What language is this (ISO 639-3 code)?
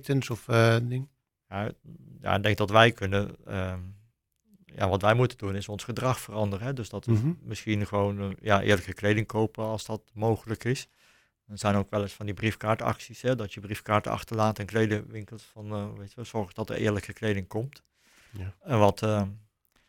nld